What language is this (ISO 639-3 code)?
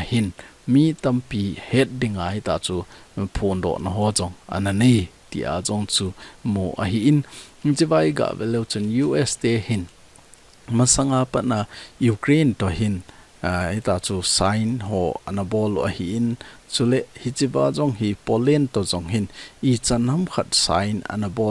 tcz